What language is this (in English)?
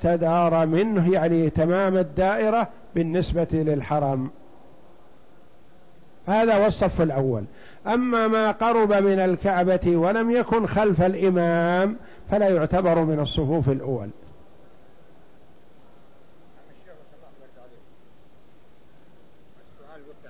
Arabic